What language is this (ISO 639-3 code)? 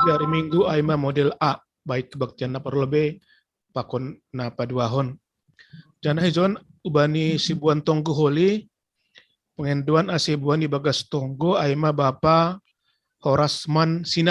bts